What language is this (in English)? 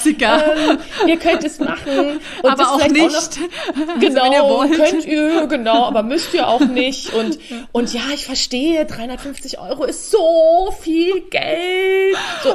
German